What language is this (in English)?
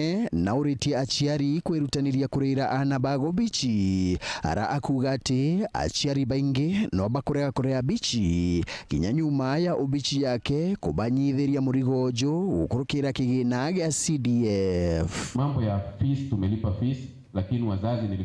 Meru